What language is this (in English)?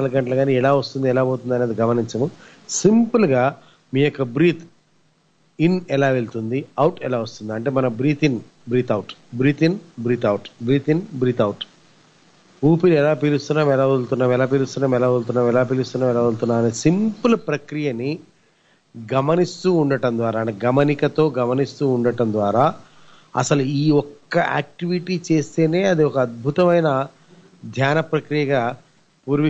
Telugu